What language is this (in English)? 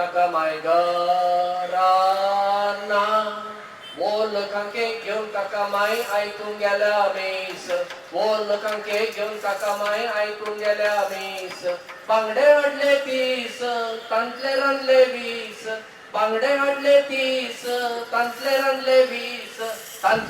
Konkani